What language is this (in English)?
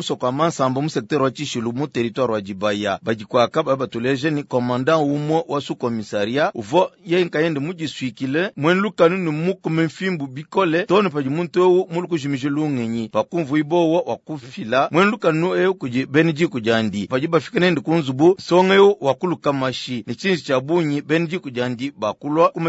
Luba-Lulua